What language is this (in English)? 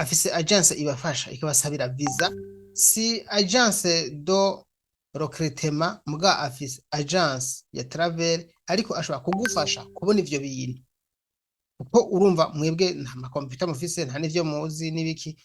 Rundi